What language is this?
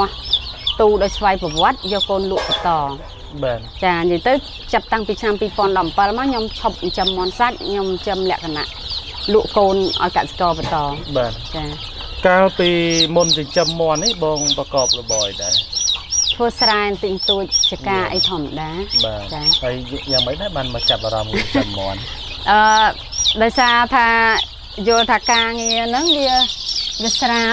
Khmer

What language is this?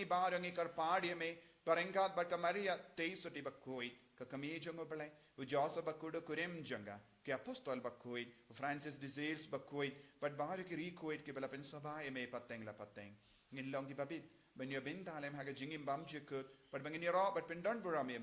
Khasi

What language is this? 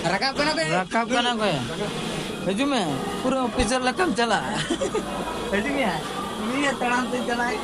Santali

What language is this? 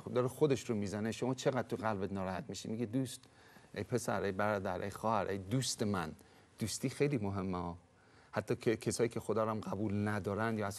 Persian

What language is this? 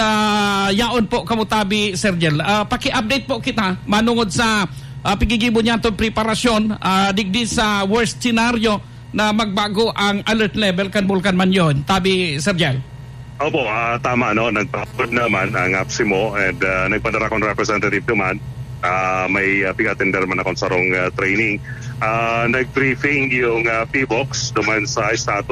Bikol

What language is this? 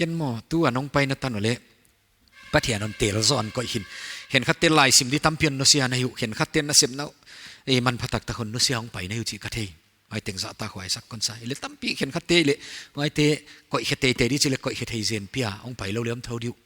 Paite Chin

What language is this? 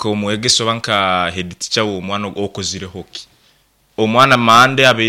Nyoro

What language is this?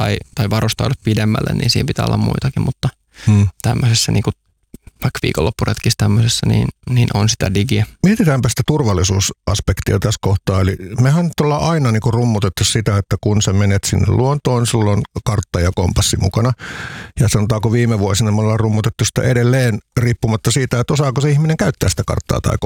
Finnish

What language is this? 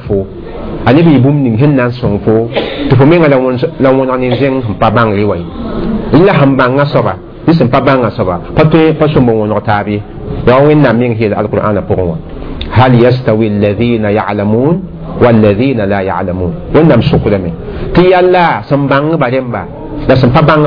Mossi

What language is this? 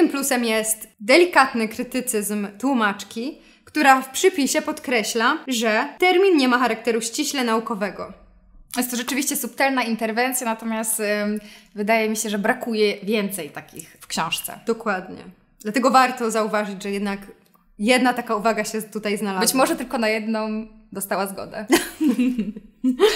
Polish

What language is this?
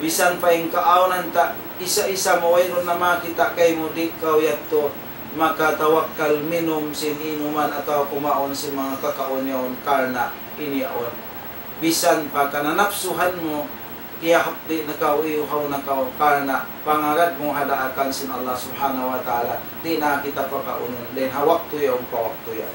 Tausug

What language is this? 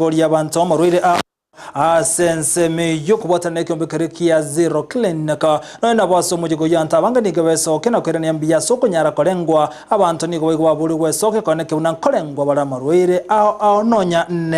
Gusii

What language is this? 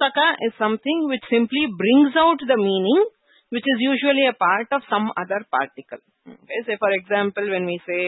Sanskrit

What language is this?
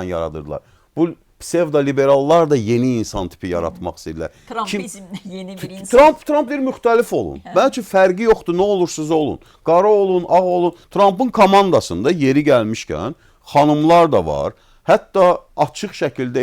Azerbaijani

